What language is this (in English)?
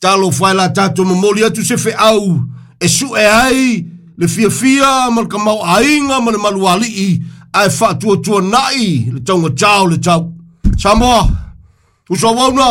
Samoan